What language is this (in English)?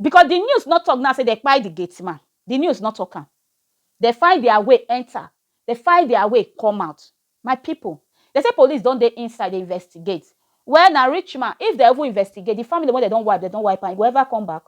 Nigerian Pidgin